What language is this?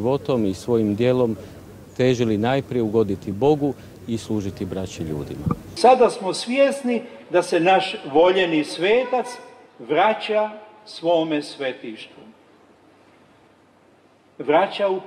Croatian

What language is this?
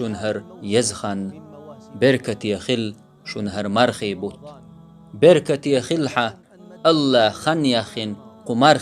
Chechen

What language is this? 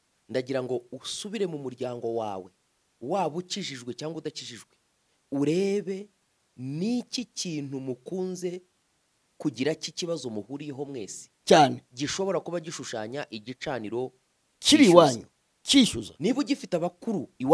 Kinyarwanda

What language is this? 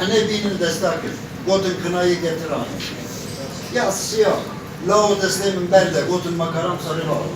Kurdish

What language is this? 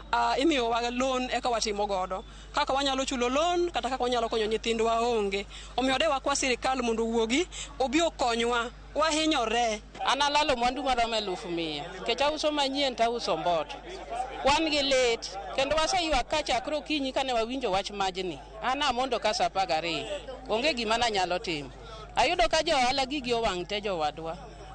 Luo (Kenya and Tanzania)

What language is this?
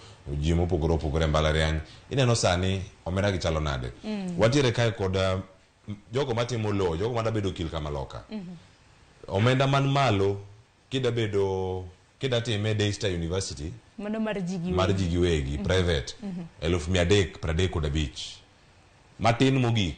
Luo (Kenya and Tanzania)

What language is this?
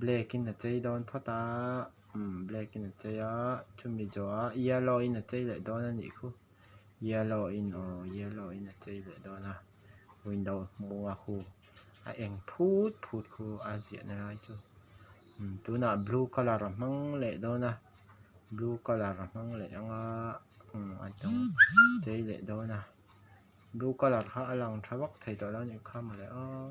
Mizo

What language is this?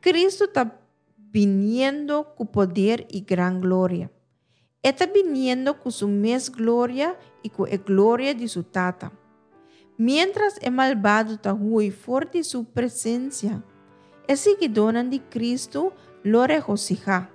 Papiamento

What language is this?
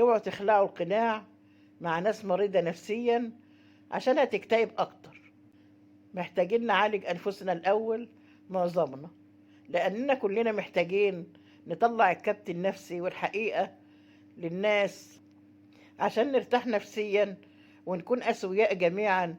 Egyptian Arabic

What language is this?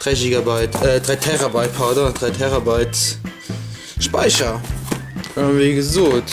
Luxembourgish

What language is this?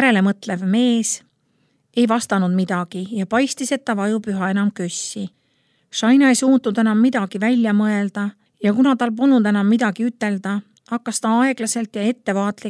Estonian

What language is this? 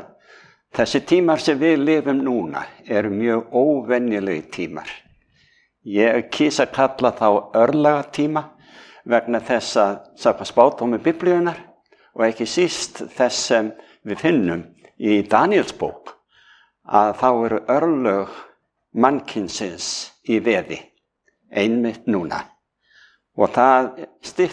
Icelandic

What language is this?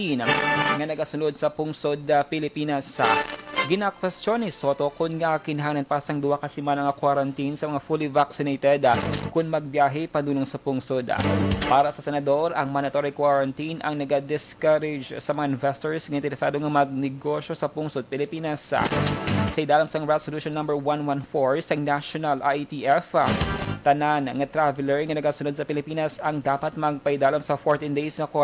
Hiligaynon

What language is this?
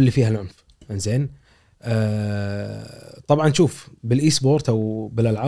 Gulf Arabic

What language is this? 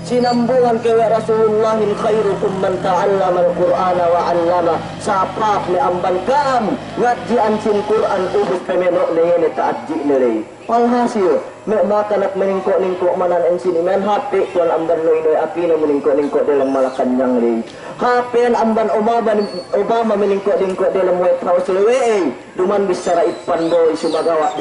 Yakan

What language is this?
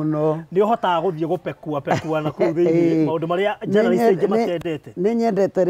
Kikuyu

